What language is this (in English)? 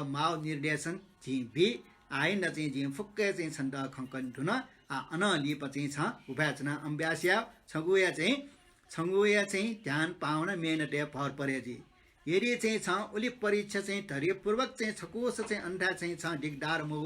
Newari